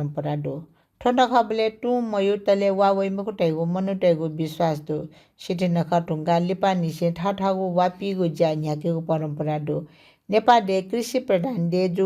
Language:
Newari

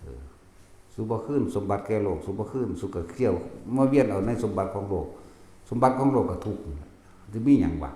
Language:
Northeastern Thai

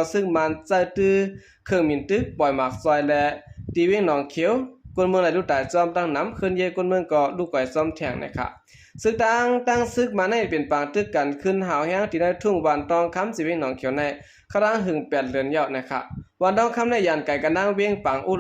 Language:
Shan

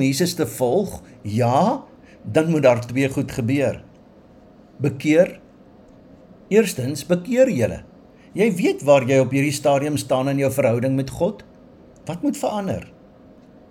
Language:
Afrikaans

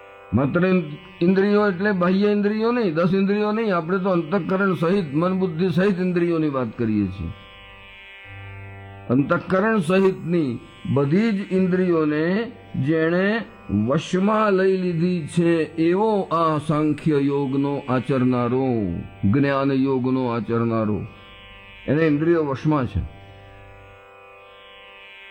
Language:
Gujarati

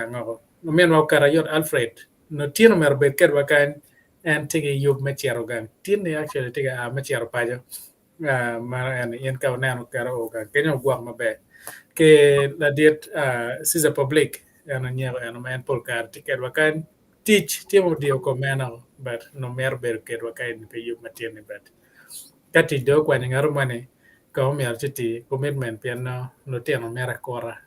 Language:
Acoli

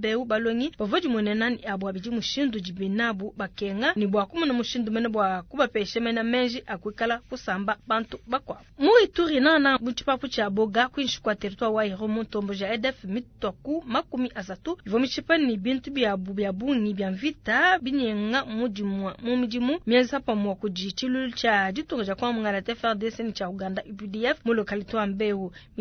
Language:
Luba-Lulua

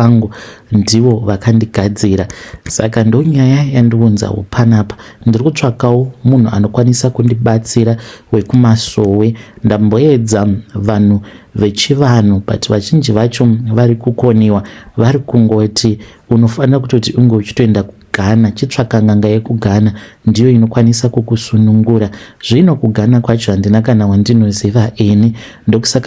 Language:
Shona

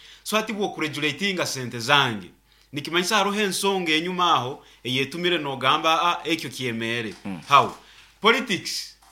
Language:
Nyoro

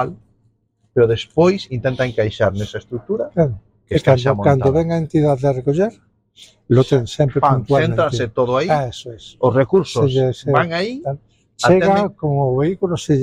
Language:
Galician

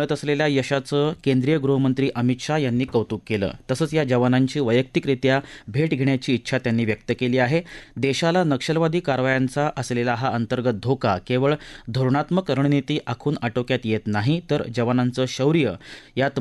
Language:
Marathi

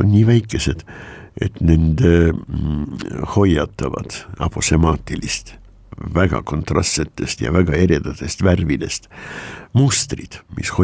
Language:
Estonian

